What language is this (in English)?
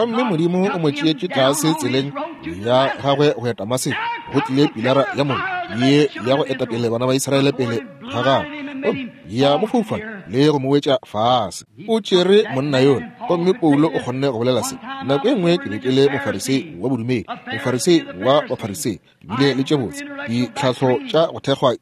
Northern Sotho